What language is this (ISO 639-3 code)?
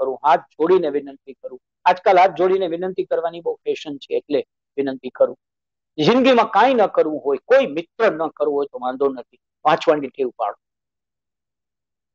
guj